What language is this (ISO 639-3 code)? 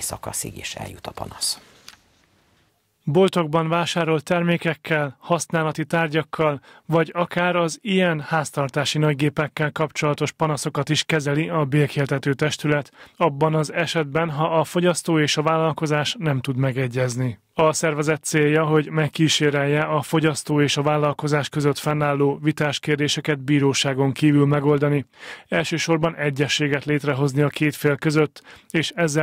hun